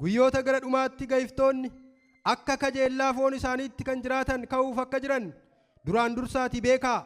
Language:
Oromo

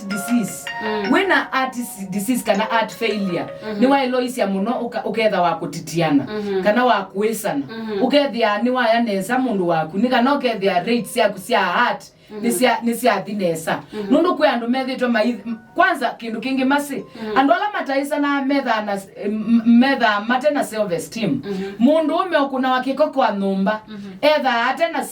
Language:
Kamba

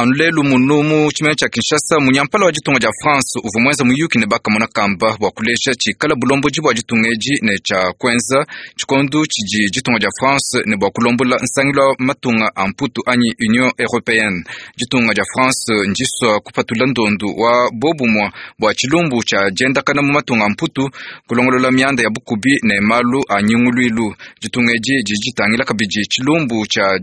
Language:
Luba-Lulua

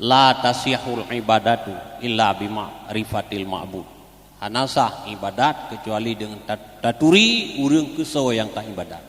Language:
Achinese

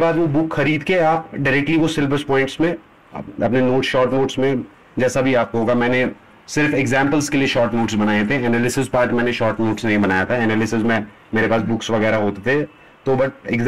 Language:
Hindi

